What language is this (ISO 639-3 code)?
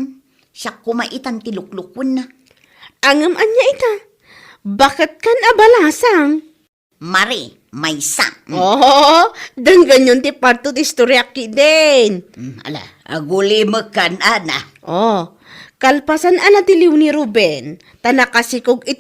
ilo